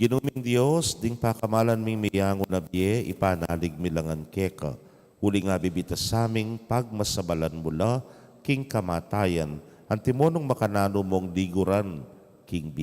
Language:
Pampanga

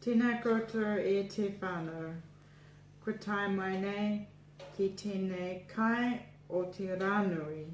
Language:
Māori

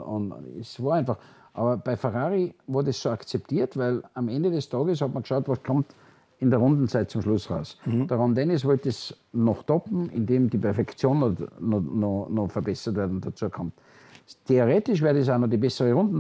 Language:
German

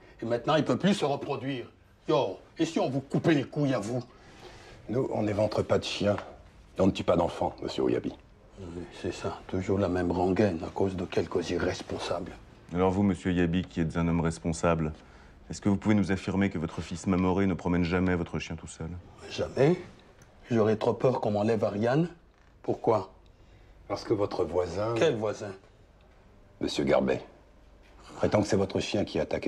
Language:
French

